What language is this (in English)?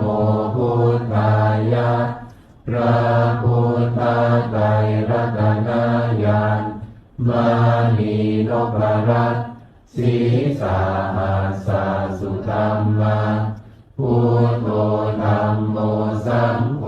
Pali